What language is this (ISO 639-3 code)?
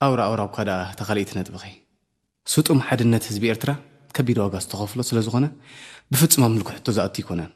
tir